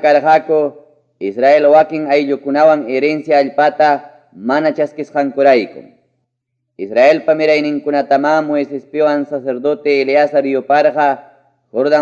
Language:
Ayacucho Quechua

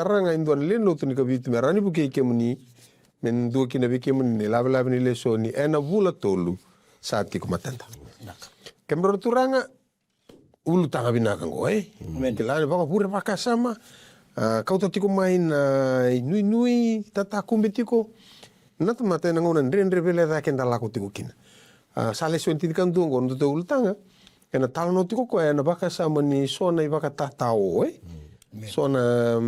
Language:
Fijian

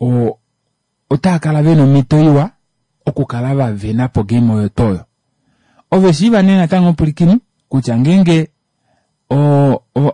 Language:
Kuanyama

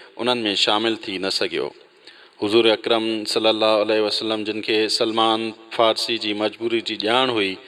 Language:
Sindhi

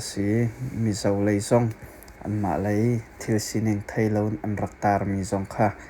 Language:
Hakha Chin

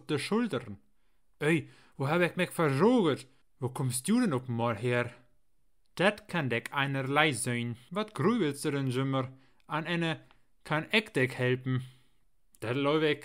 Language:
Low German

